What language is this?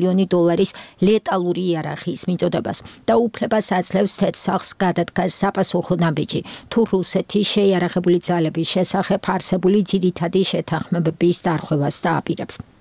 Georgian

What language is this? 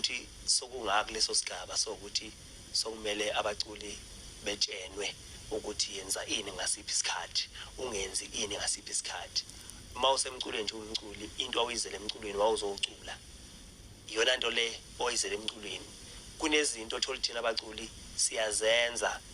Zulu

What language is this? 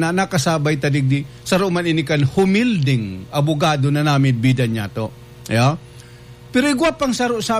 Bikol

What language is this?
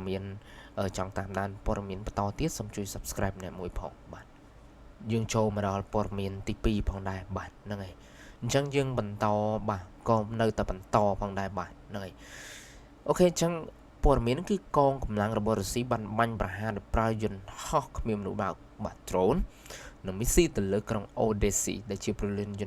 Khmer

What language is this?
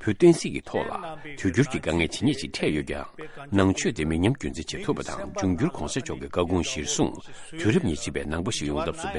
Tibetan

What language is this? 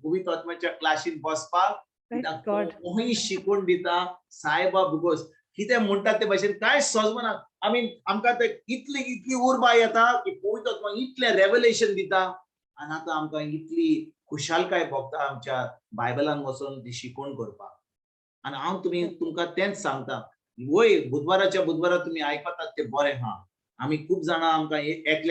Konkani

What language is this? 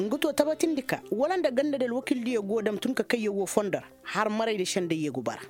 Koyraboro Senni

